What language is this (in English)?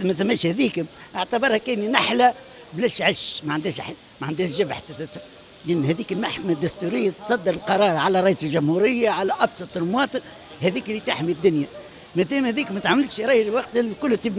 Tunisian Arabic